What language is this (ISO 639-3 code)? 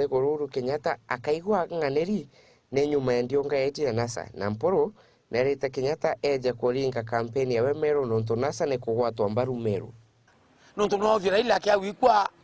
mer